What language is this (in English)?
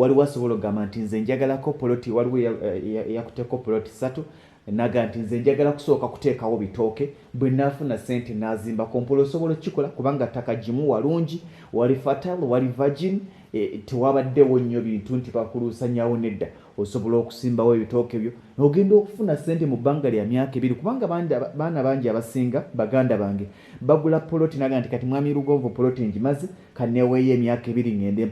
Ganda